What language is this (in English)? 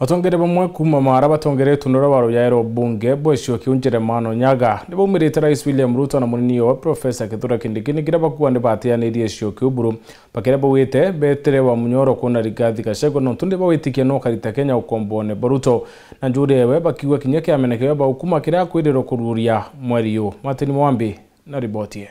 Meru